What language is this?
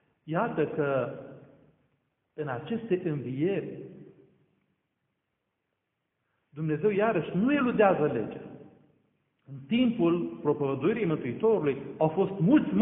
Romanian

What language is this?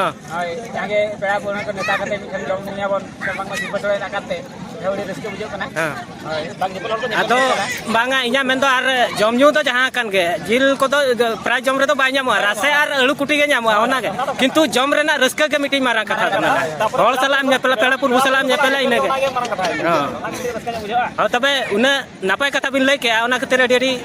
Santali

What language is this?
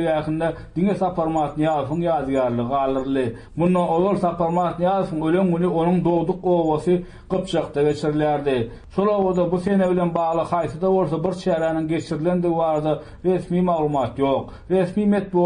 Turkmen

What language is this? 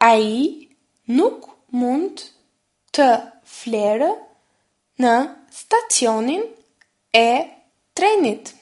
Albanian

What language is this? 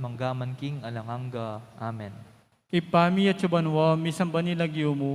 Pampanga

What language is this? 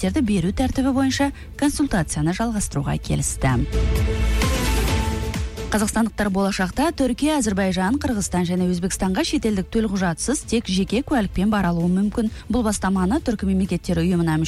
Kazakh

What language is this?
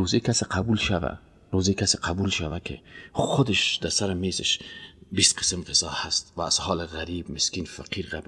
Persian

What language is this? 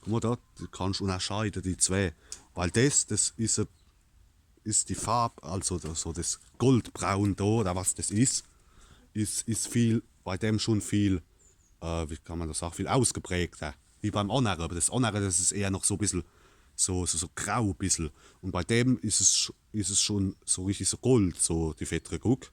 Palatine German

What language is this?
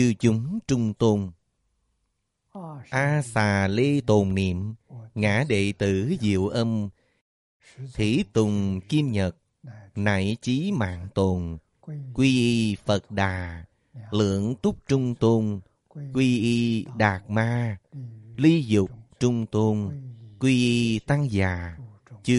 Vietnamese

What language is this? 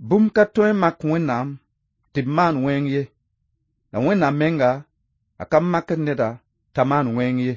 Mossi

